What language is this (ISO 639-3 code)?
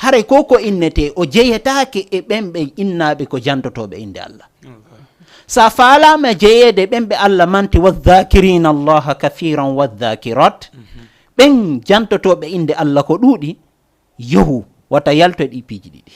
ful